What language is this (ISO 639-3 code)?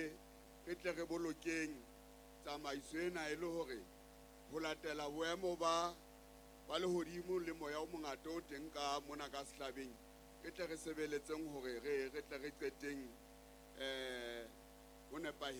sot